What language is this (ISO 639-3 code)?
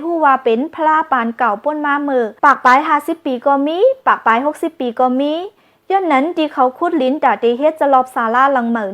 shn